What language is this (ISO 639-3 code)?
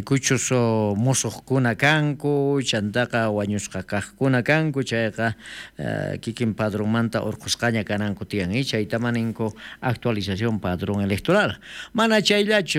quh